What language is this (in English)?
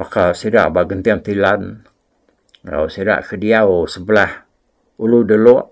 Iban